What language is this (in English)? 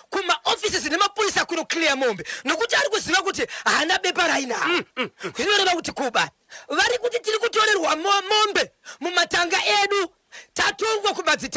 Shona